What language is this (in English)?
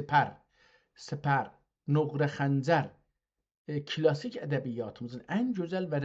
South Azerbaijani